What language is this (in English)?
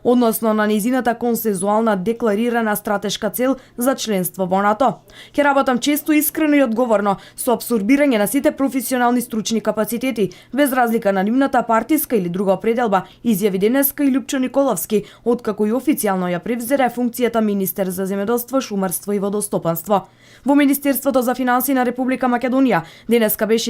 Macedonian